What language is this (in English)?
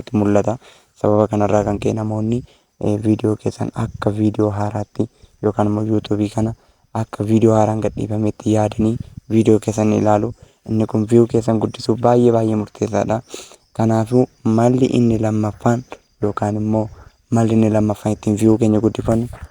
Oromo